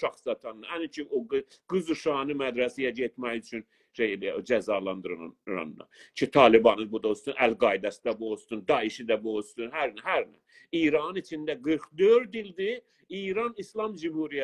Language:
South Azerbaijani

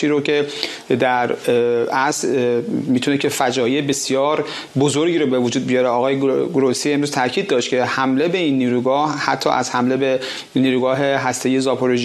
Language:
Persian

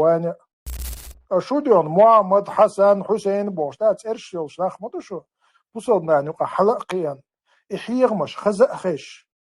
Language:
Chechen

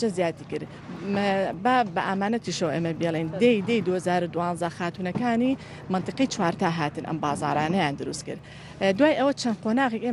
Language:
Central Kurdish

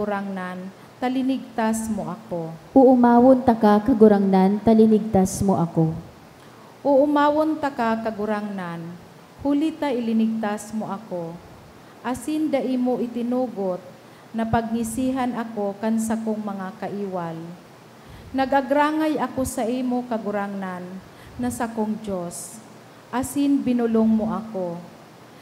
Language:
Bikol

